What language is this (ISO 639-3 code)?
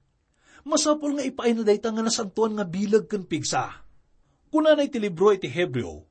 ilo